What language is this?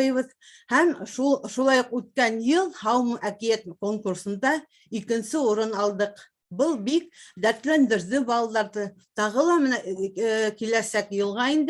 Bashkir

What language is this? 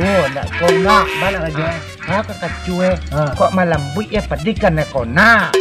Minangkabau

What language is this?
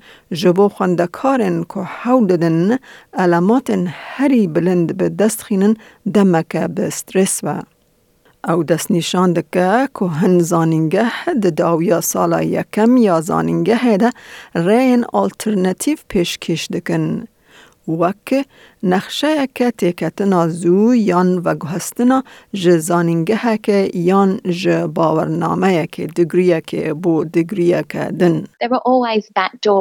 Kurdish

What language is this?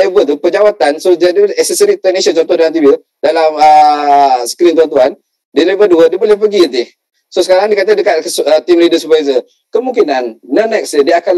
Malay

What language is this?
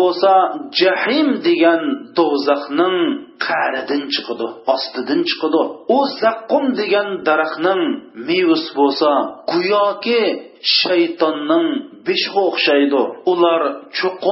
Uyghur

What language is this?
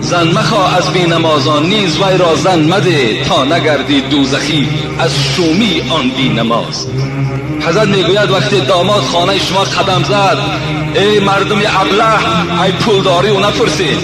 Tajik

